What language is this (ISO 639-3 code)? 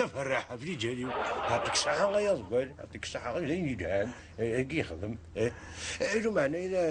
kab